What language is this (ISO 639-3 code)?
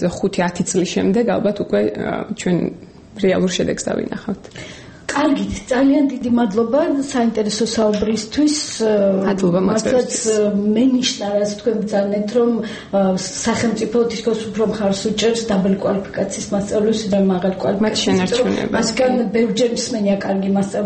kat